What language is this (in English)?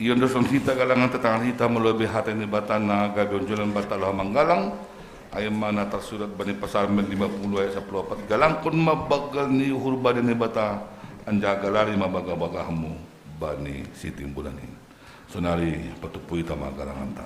Batak Simalungun